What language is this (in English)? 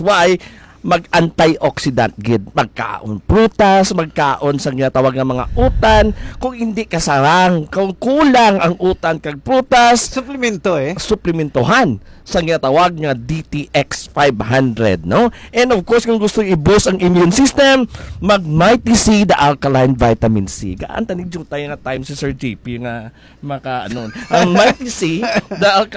Hiligaynon